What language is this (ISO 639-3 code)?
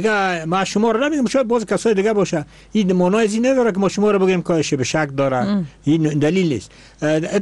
fas